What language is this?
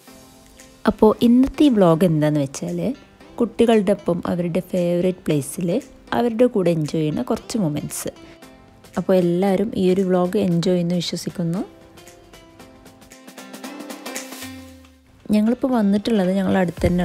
Malayalam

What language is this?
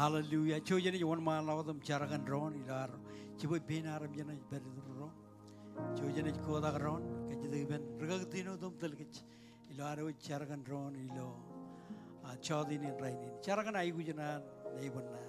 Marshallese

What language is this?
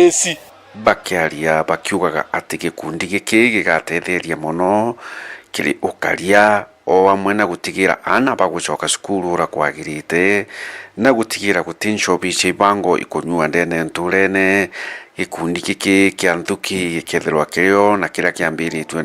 Meru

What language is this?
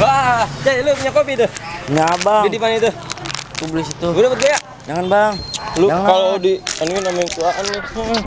Betawi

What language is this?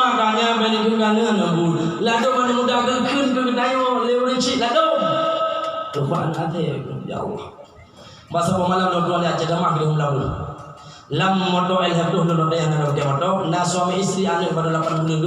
Achinese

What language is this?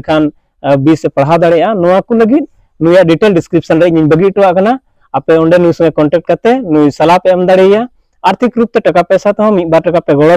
Santali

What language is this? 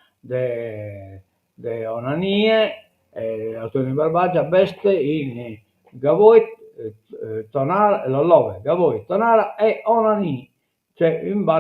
Sardinian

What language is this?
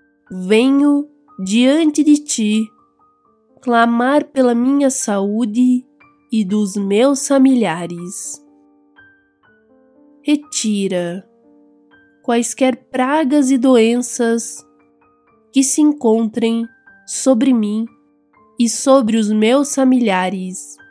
Portuguese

